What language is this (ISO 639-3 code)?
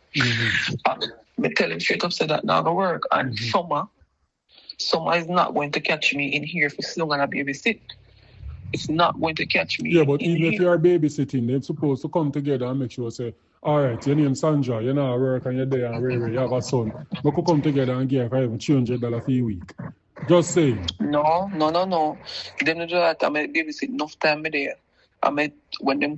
jam